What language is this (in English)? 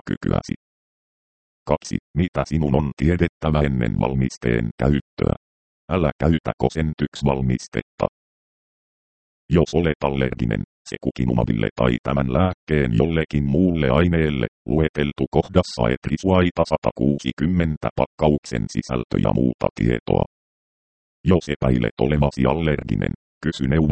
Finnish